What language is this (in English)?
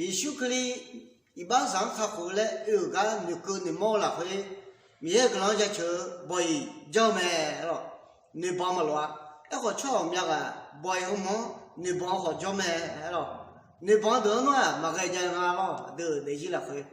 Akha